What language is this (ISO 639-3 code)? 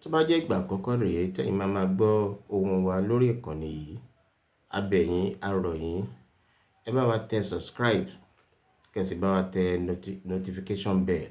yor